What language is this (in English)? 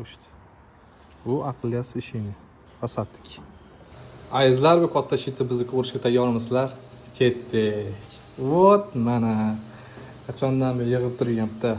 Uzbek